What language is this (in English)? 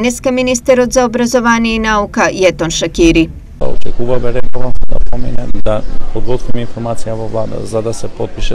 Macedonian